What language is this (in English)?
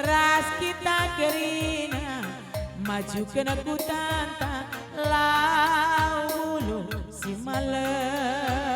Batak Karo